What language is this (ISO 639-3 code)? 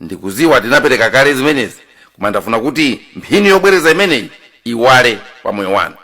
nya